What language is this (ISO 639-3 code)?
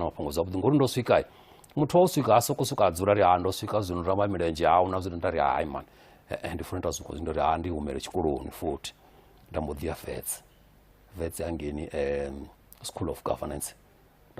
ven